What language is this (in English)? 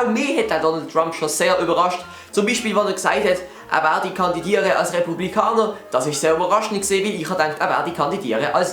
Swiss German